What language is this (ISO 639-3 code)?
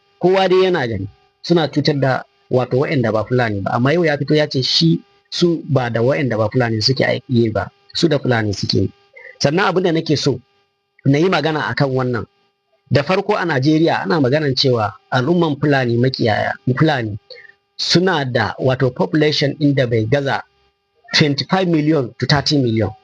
hau